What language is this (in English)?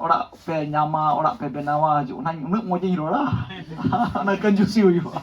Santali